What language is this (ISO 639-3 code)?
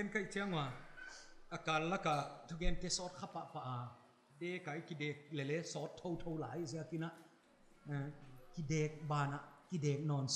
pck